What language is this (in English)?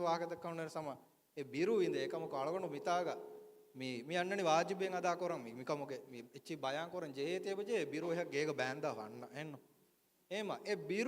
Divehi